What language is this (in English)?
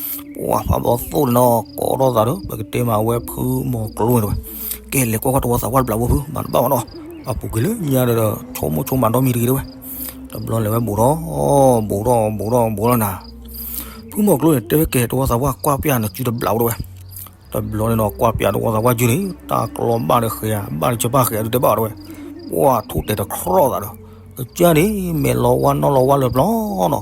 S'gaw Karen